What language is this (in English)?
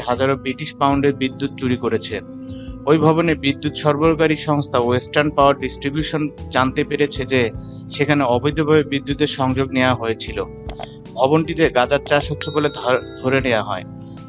Bangla